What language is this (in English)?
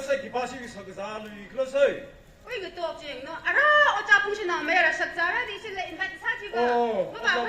Tangkhul Naga (India)